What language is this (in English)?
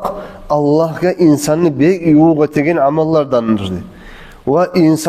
Kumyk